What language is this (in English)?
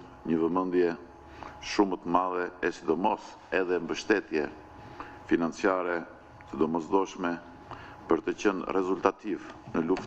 Albanian